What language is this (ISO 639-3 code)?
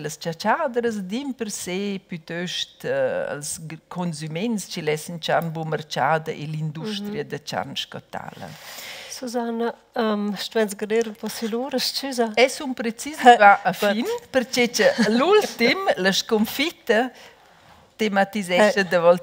roh